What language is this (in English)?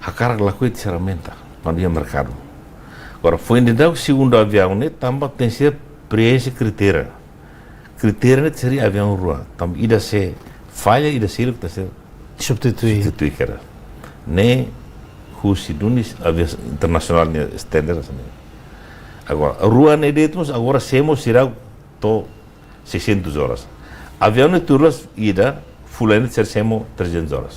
Tetum